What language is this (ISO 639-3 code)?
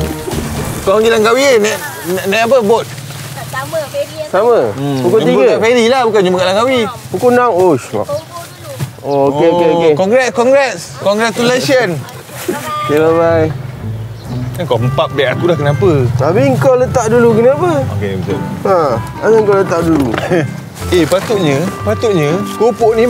msa